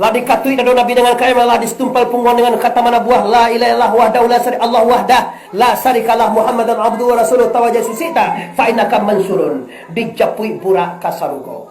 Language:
Minangkabau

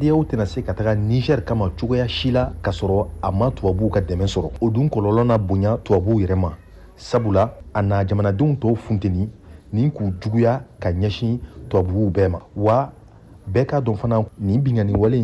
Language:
Bambara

